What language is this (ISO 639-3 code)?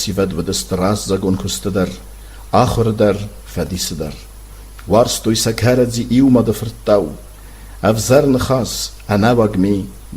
oss